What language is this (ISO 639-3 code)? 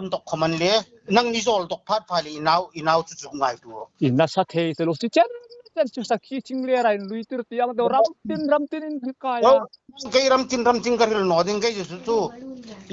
hmr